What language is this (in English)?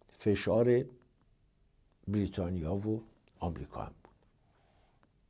Persian